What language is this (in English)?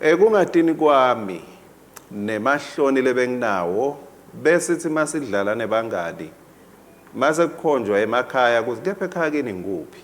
Swati